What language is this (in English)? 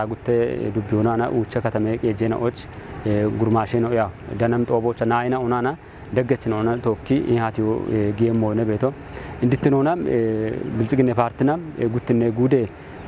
Kafa